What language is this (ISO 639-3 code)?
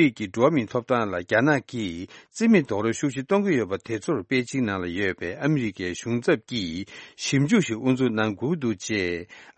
bod